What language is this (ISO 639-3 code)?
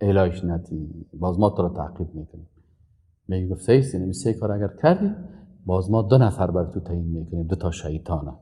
fas